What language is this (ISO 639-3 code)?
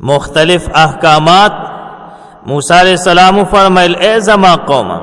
pus